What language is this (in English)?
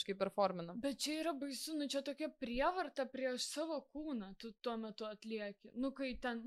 Lithuanian